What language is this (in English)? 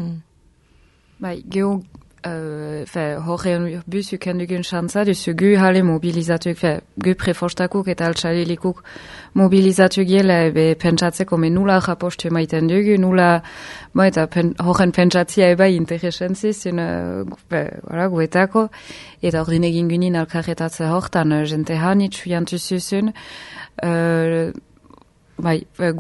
Basque